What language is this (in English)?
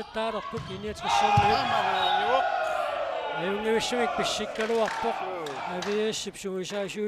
Kalaallisut